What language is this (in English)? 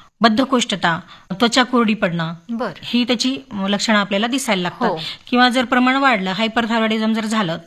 Marathi